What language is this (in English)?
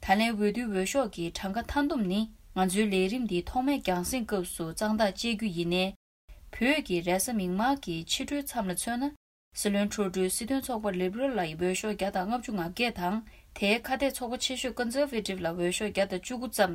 Tibetan